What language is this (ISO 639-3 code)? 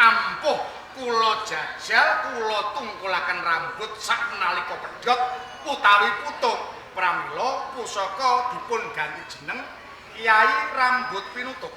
jav